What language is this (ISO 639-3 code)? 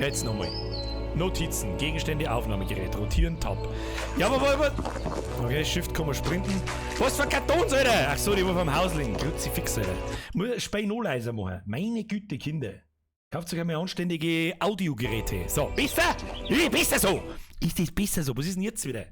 bar